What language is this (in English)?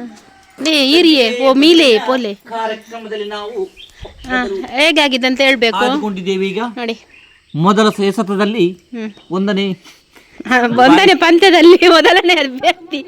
Tulu